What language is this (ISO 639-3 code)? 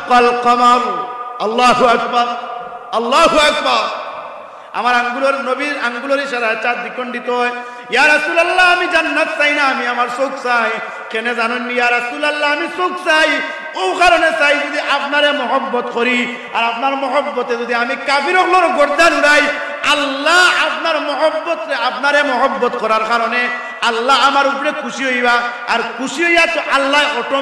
syl